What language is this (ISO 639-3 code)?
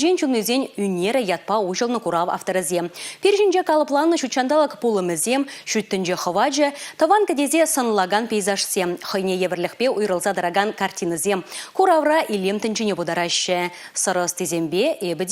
chv